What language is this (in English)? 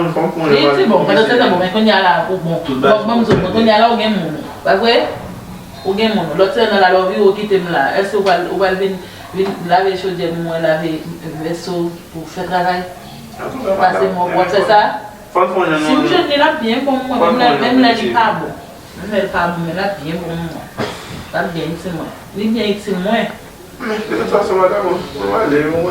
Haitian Creole